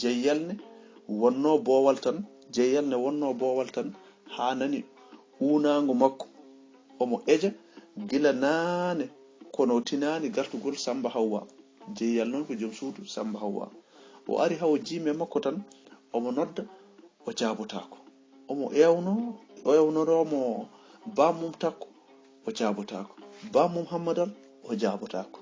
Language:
Fula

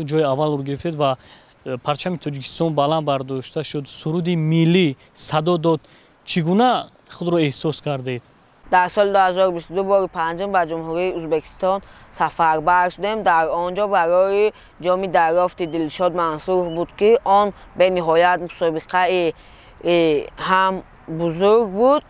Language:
Tajik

